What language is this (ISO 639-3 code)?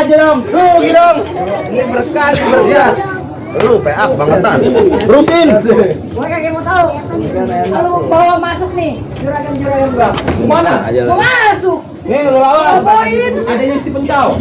bew